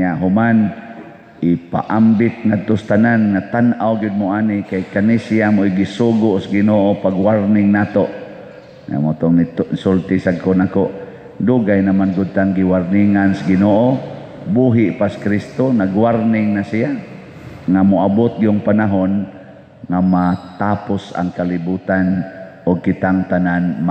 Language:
Cebuano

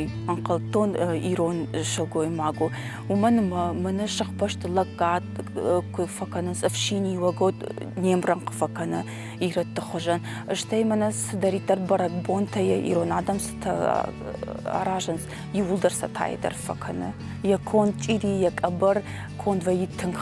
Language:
Ossetic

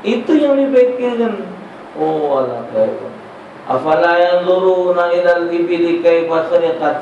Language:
Musi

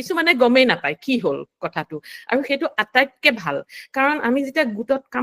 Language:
Assamese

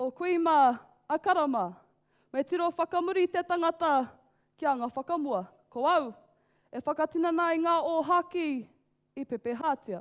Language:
Māori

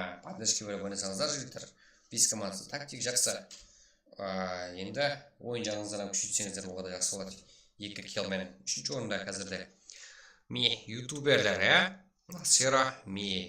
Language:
Kara-Kalpak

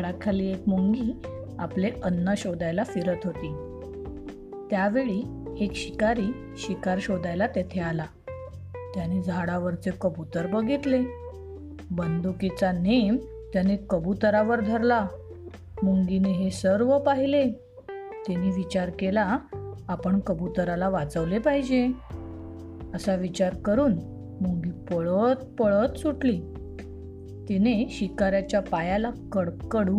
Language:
Marathi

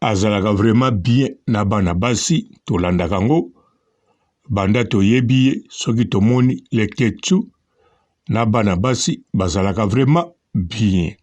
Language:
Lingala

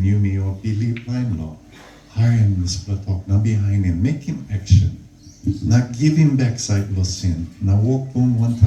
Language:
Tok Pisin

